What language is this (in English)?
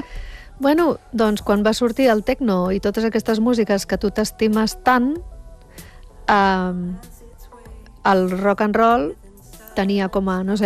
Catalan